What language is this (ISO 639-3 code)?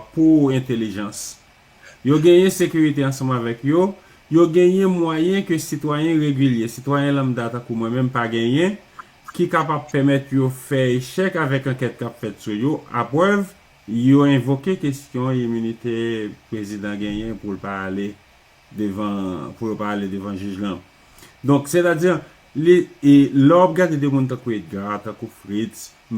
hat